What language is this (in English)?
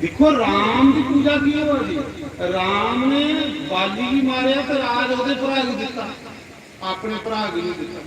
Dogri